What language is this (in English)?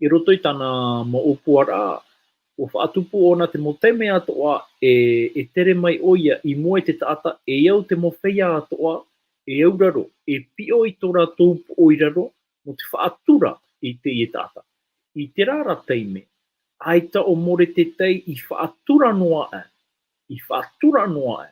Tahitian